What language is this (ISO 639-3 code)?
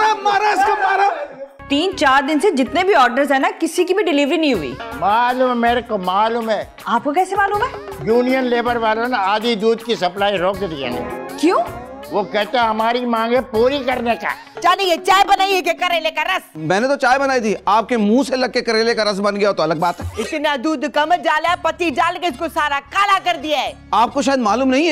hin